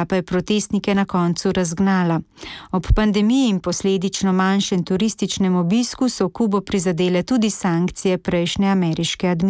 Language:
Slovenian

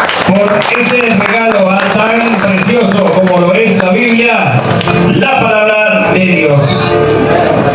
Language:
Spanish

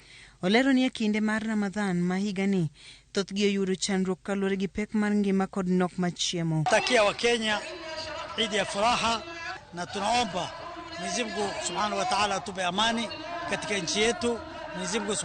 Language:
Luo (Kenya and Tanzania)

